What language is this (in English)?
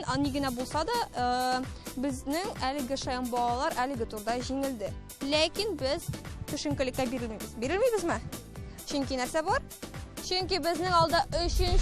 Tatar